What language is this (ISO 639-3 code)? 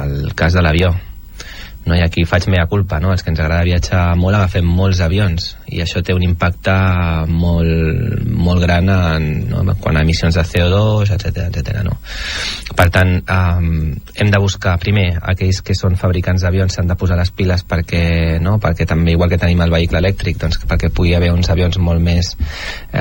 cat